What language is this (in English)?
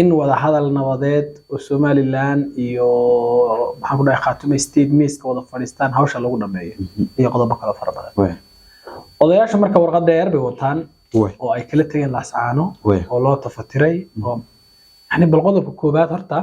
Somali